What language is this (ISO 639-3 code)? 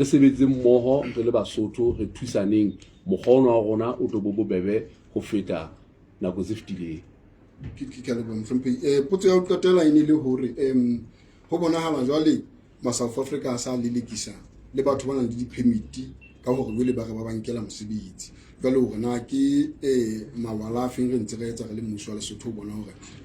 sot